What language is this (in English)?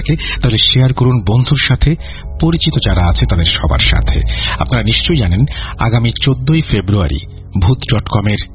Bangla